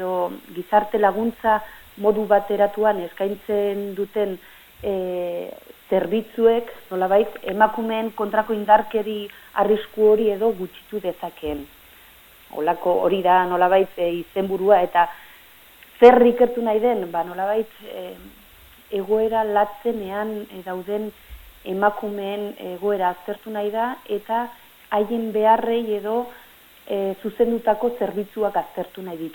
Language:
Basque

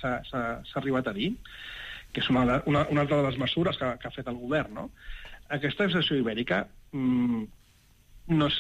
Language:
Catalan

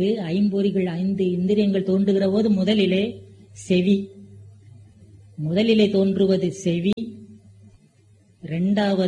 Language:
Tamil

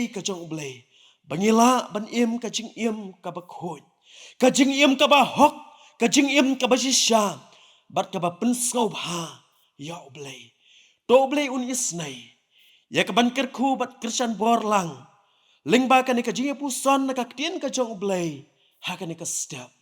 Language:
Khasi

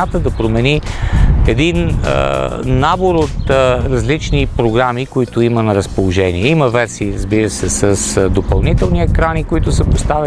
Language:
Bulgarian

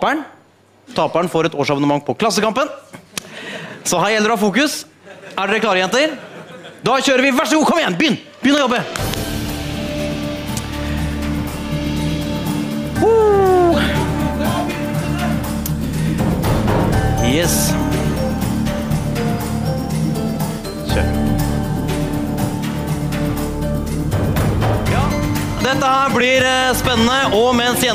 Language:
Norwegian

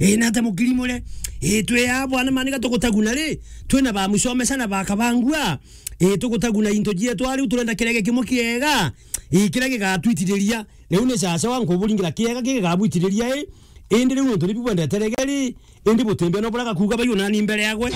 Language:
Meru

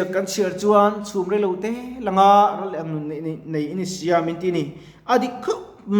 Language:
Mizo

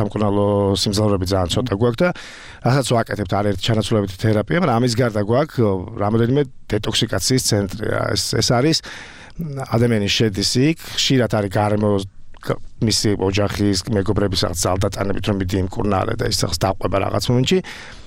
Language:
Georgian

